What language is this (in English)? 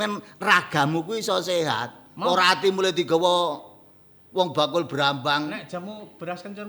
Javanese